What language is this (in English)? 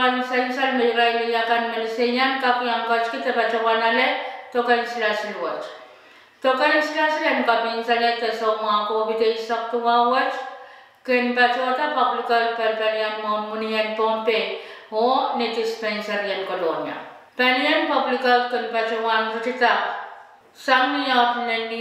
Pohnpeian